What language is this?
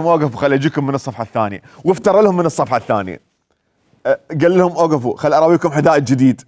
Mesopotamian Arabic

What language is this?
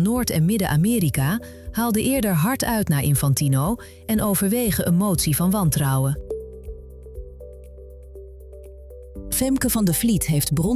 Dutch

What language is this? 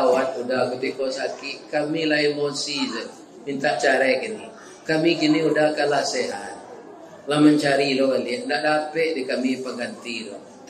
Minangkabau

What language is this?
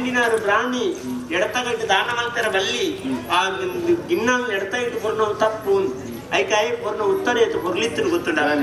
Tulu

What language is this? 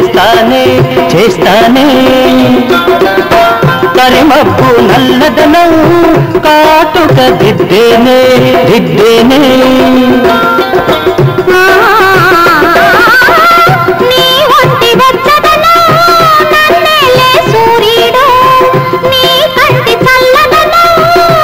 Telugu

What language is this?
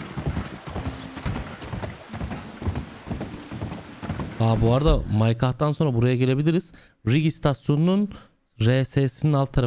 Turkish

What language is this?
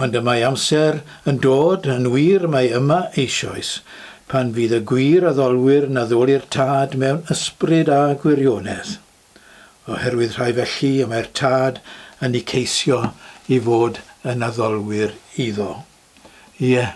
Welsh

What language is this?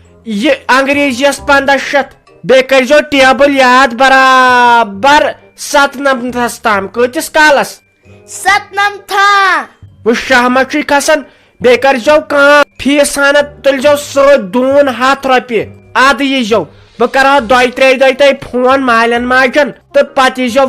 Kashmiri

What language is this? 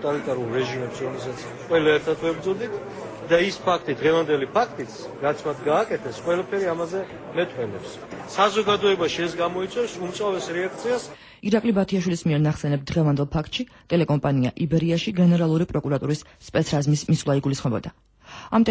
Georgian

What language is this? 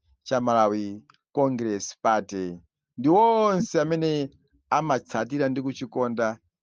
Nyanja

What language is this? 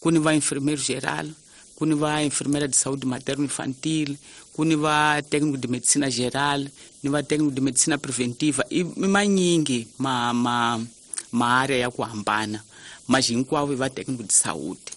Tsonga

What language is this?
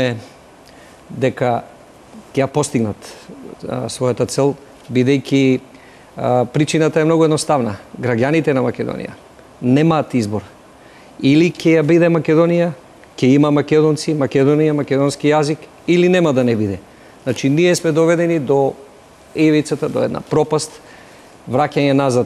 Macedonian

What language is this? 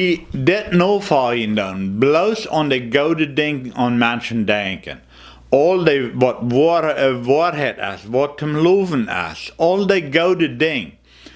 Plautdietsch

